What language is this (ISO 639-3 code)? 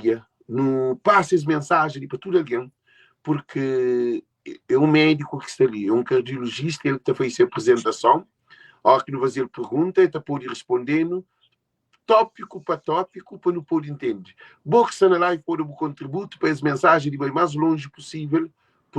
kea